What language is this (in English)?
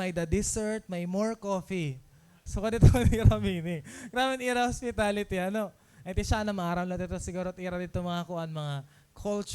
Waray